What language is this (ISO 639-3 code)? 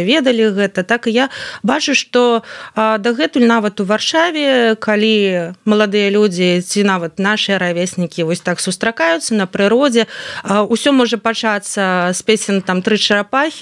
bel